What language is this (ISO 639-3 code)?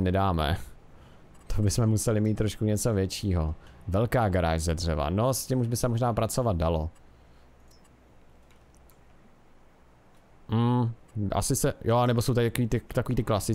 ces